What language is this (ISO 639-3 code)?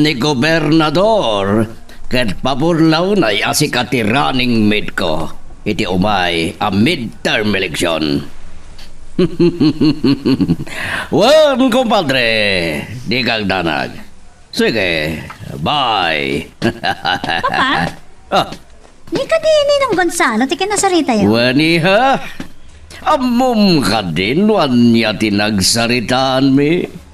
ilo